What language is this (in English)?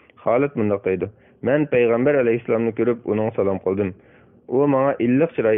Uyghur